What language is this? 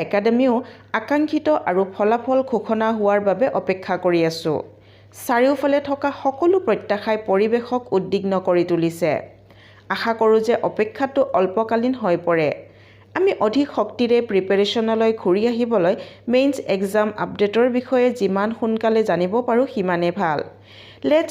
Assamese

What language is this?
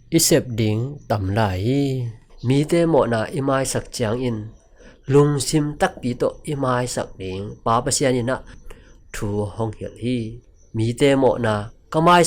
Tedim Chin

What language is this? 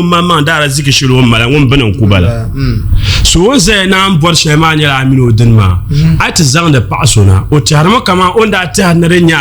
Dagbani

